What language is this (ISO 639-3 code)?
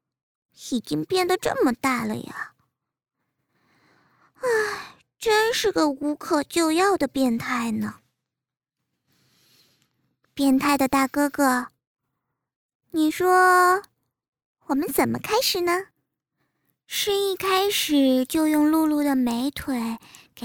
zho